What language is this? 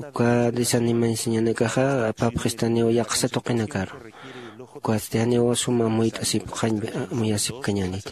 Aymara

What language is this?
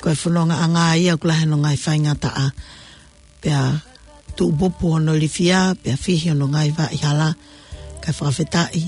Tongan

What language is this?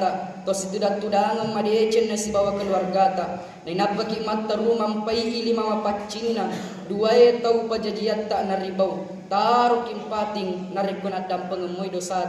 Buginese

